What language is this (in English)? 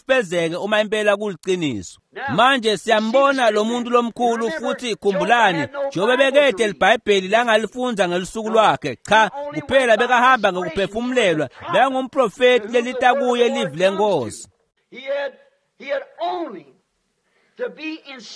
Swati